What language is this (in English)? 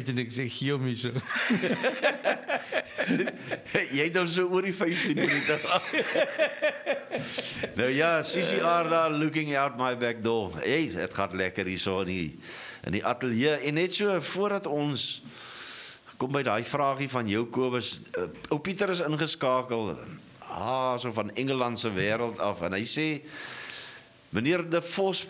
Afrikaans